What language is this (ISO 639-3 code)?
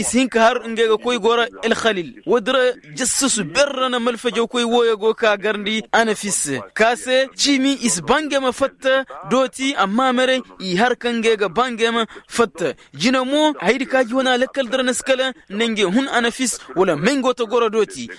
ses